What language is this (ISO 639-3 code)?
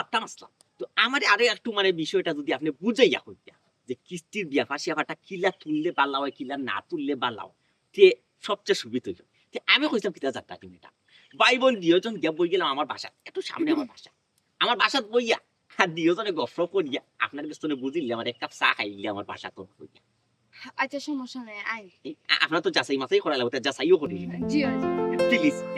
syl